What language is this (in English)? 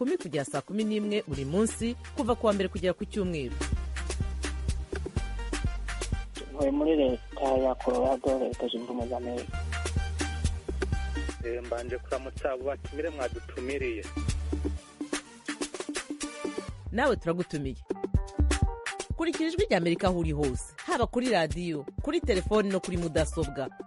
Kinyarwanda